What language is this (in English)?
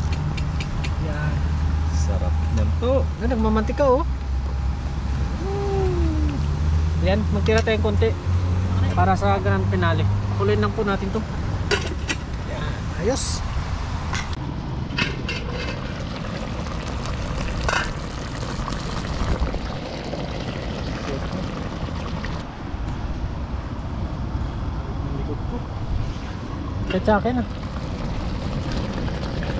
Filipino